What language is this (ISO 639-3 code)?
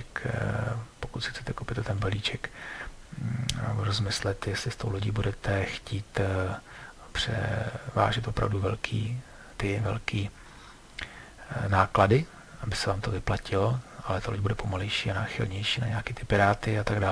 ces